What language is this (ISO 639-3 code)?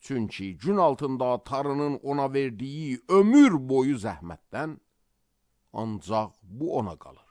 aze